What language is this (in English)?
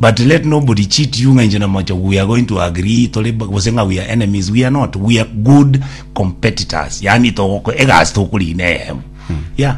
Gusii